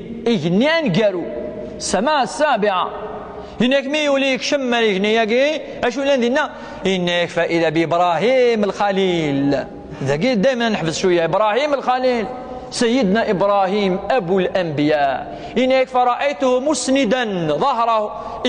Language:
Kabyle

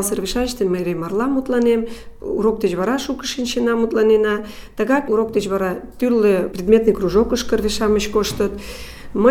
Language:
Mari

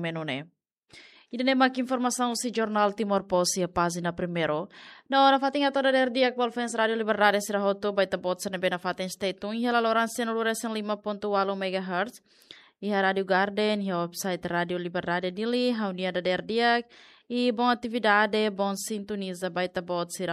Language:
Tetum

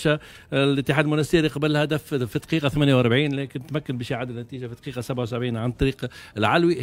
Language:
Tunisian Arabic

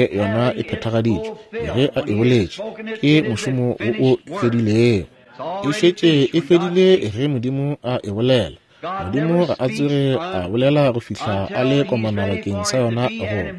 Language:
Northern Sotho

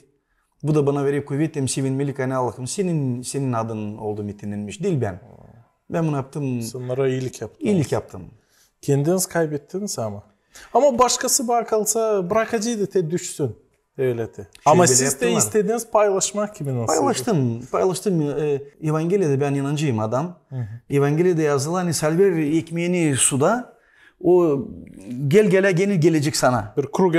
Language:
Gagauz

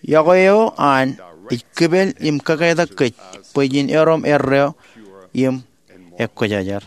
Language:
Marshallese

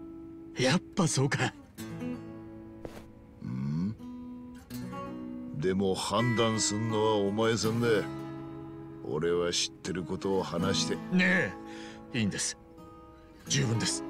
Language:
Japanese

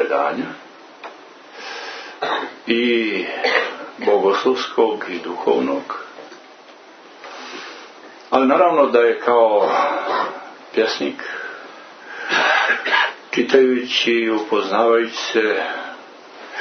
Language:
Croatian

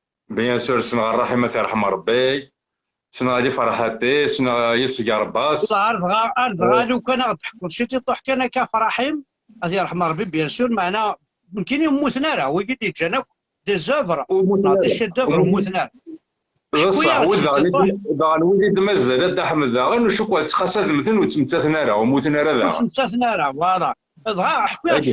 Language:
Kabyle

